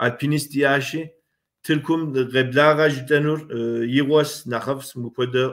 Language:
Kabardian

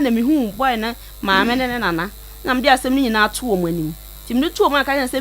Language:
Akan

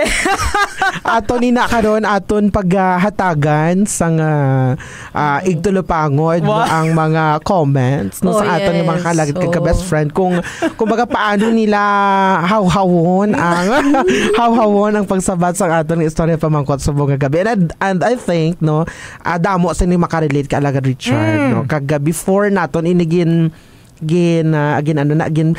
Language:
Hiligaynon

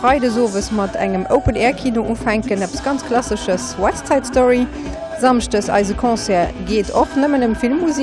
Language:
Luxembourgish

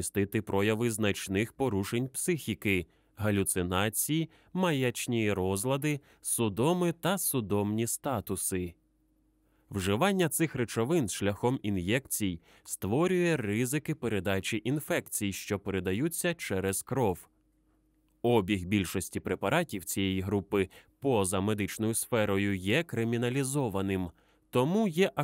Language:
Ukrainian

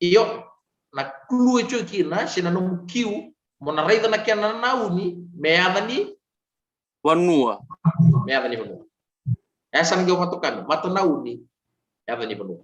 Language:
Fijian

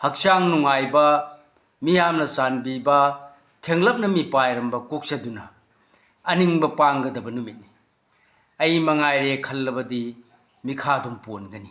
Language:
Manipuri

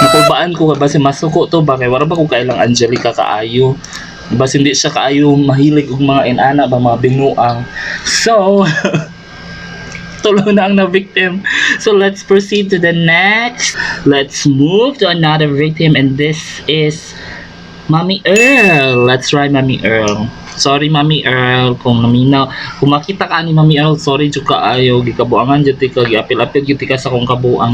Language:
Cebuano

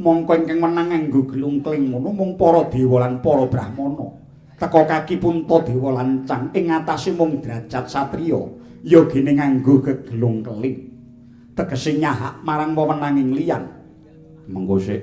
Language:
Javanese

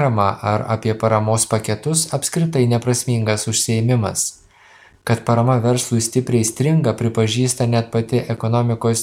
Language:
Lithuanian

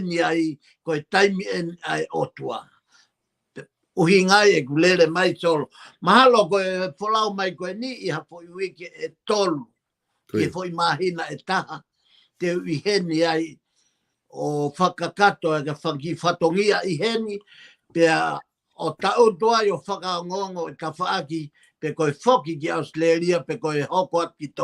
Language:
Tongan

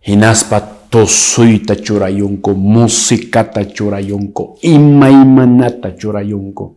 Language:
Quechua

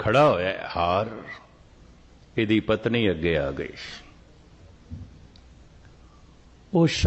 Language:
Punjabi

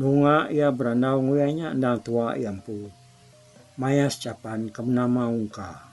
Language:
Iban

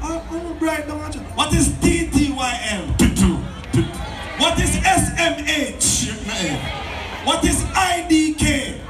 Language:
Jamaican Creole English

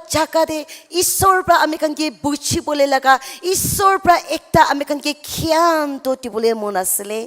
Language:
Naga Pidgin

